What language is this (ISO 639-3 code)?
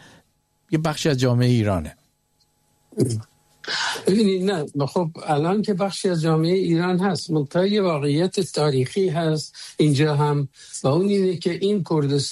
fas